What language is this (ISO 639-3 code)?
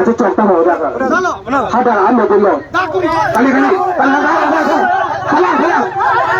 mjw